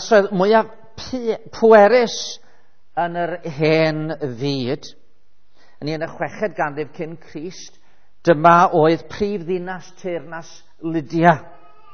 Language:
Welsh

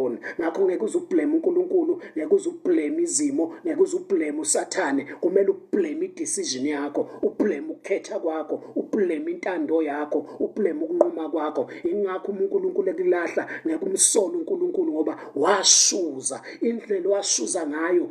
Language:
Zulu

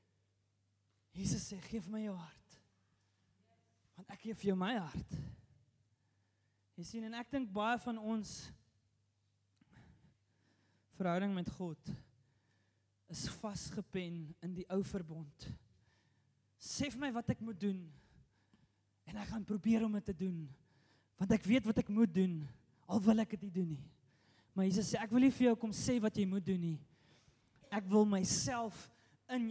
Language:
Afrikaans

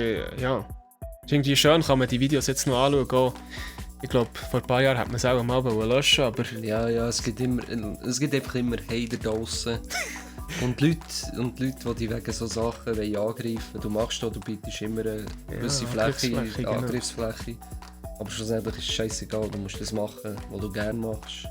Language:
Swiss German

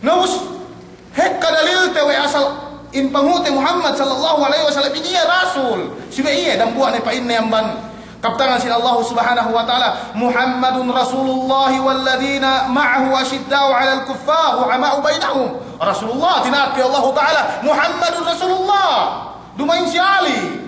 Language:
Yakan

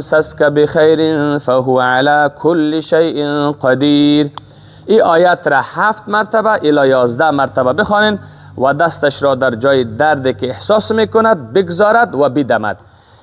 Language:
Persian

